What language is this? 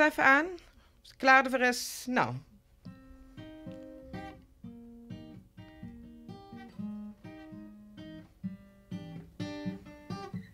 Dutch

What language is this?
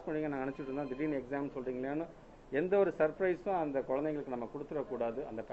Tamil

